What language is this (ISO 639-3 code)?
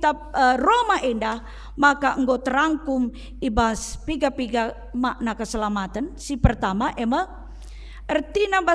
btx